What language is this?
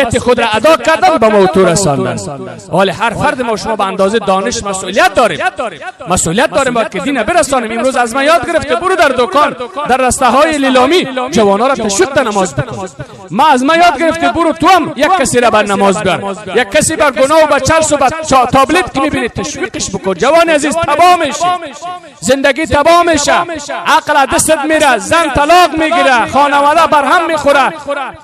Persian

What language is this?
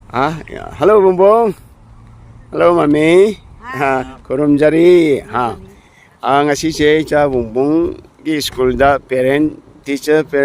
Manipuri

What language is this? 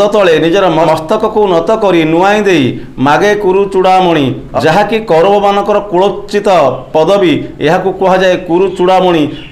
Odia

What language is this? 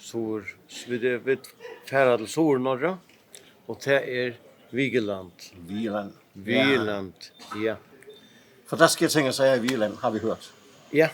Faroese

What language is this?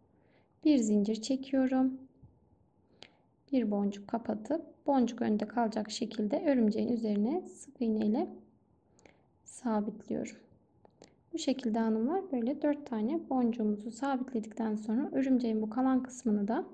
Turkish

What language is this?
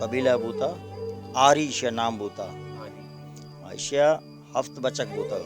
Baluchi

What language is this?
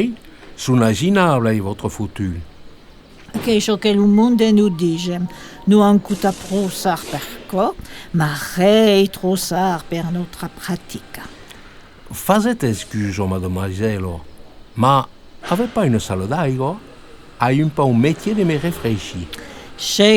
Occitan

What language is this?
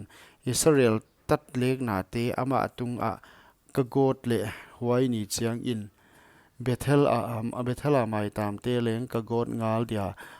Paite Chin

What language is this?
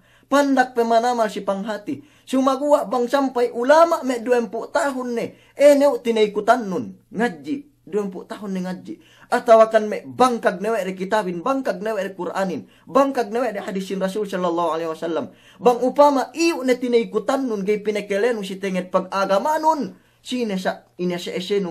Yakan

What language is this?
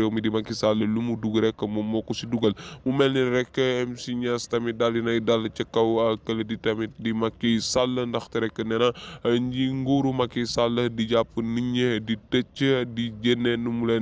Wolof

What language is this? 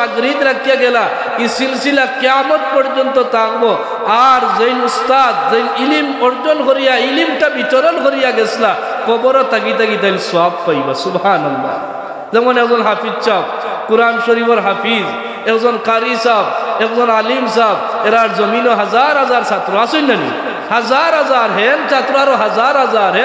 Sylheti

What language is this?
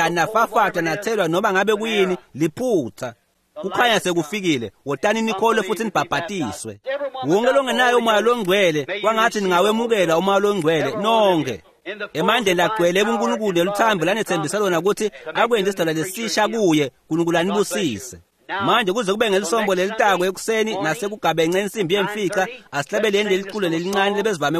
Swati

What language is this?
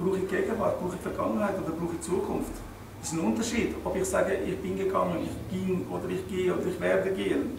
Swiss German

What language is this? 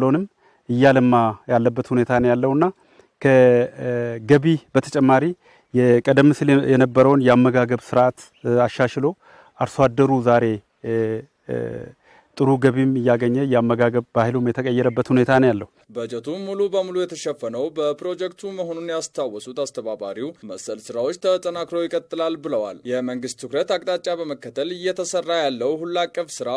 Amharic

